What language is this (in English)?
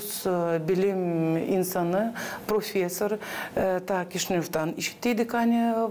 Gagauz